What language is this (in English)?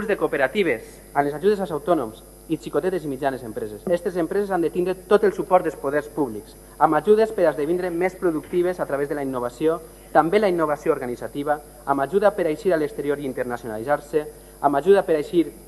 Catalan